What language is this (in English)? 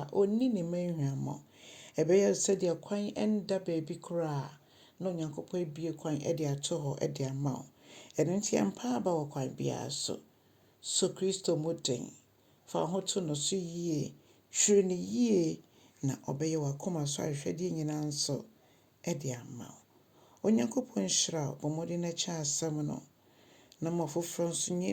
Akan